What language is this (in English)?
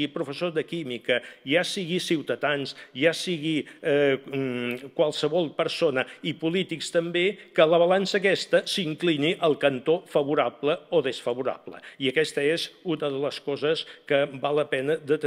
Catalan